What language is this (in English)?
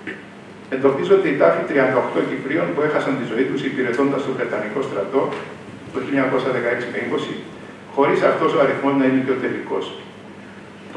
Greek